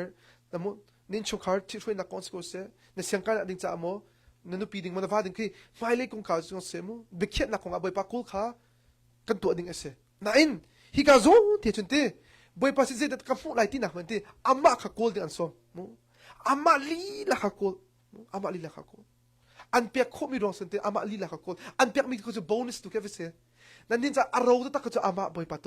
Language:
Hakha Chin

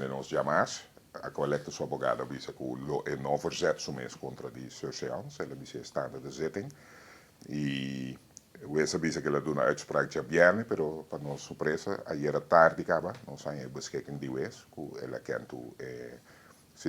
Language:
Papiamento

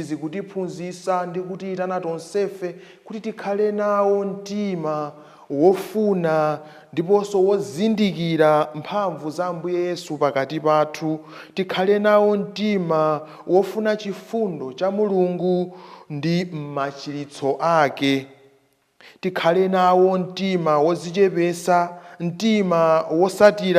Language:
Nyanja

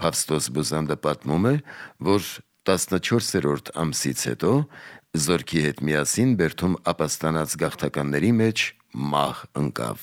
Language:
Armenian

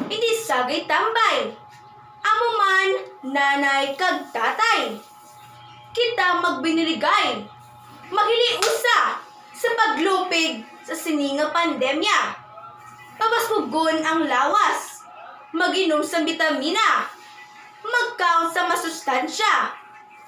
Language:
Hiligaynon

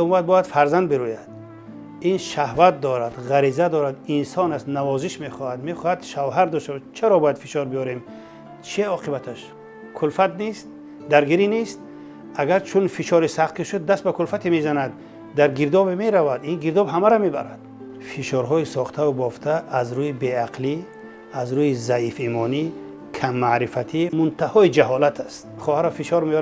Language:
Tajik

